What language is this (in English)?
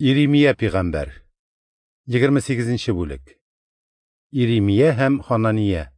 Tatar